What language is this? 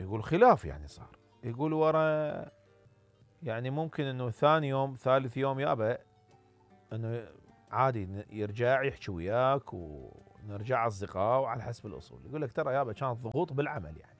Mesopotamian Arabic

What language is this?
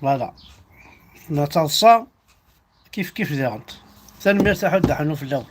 Kabyle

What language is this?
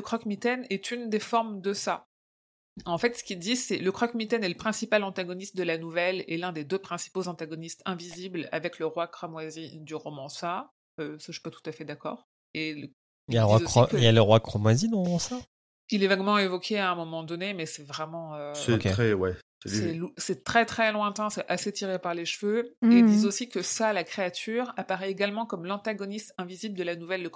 French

